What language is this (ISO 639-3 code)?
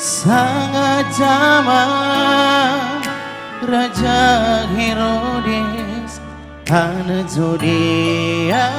btx